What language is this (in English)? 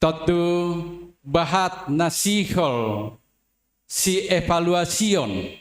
Batak Simalungun